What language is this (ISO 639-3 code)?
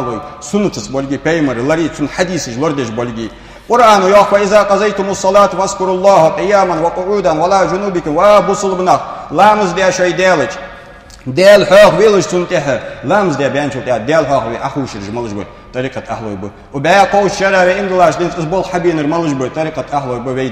inh